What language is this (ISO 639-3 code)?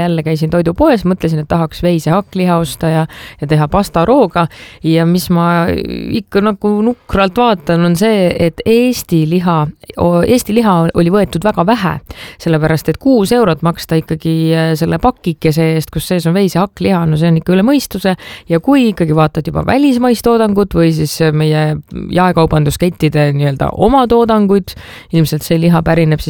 est